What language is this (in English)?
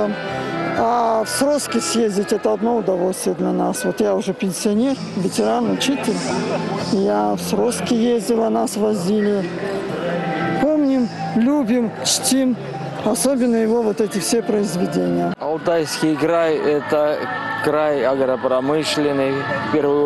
Russian